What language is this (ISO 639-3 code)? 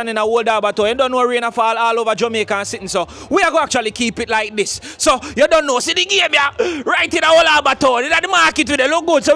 jam